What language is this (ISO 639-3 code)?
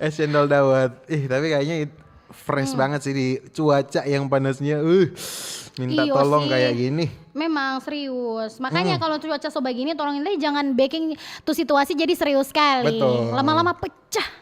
xmm